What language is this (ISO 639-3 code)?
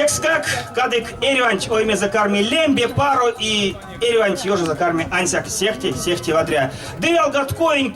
myv